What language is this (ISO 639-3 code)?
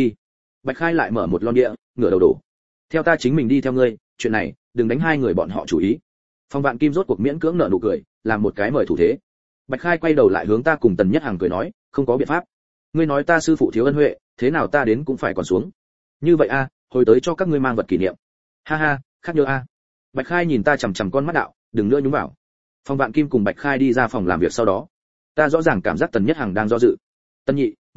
vie